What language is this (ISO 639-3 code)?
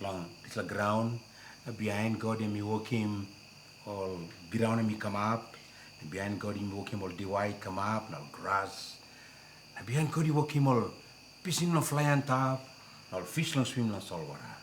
tpi